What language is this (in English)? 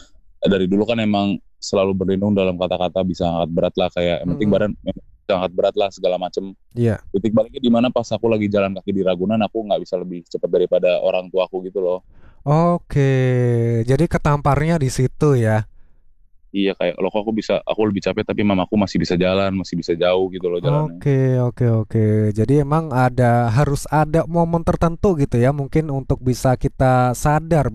Indonesian